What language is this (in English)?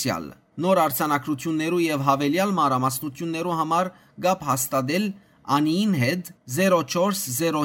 Western Armenian